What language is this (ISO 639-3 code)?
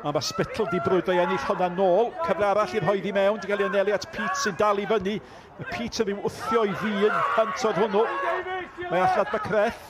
cym